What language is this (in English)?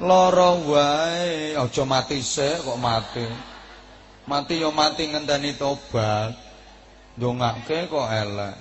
Javanese